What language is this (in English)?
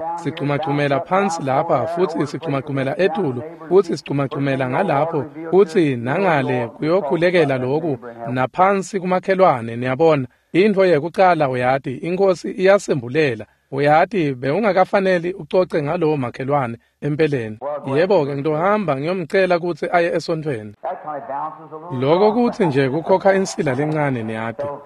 Swati